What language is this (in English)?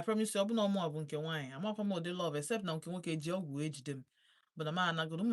Igbo